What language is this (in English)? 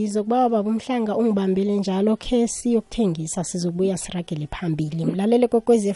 South Ndebele